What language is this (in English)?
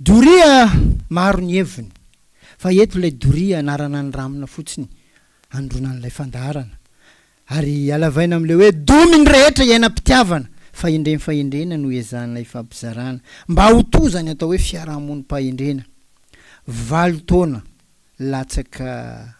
Malagasy